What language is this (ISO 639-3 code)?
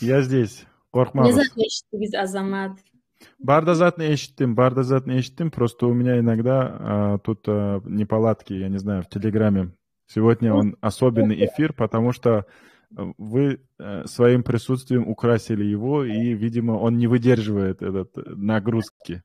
kum